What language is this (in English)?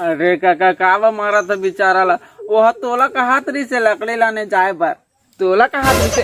Chhattisgarhi